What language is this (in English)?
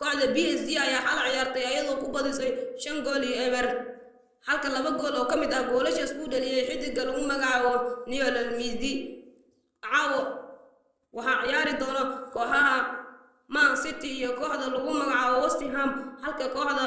Somali